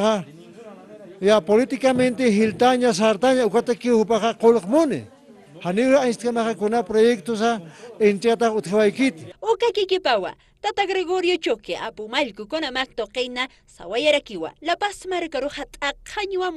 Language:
Aymara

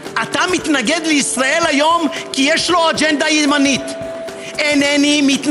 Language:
Hebrew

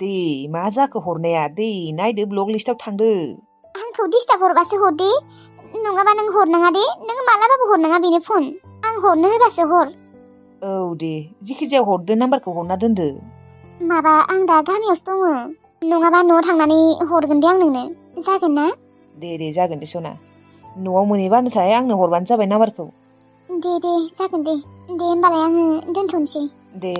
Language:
Bodo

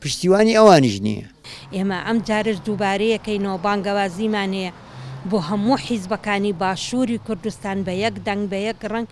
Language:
Central Kurdish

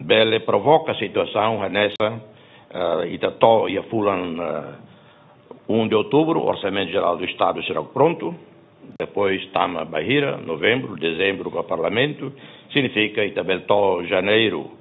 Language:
Tetum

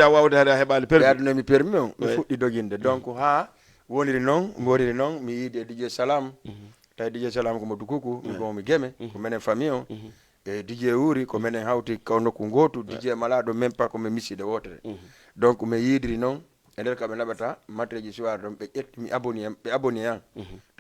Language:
Fula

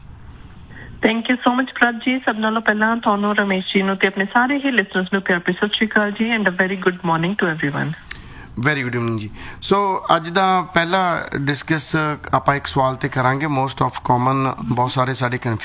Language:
Punjabi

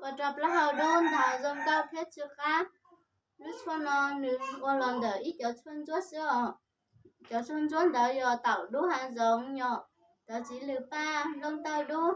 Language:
Hmong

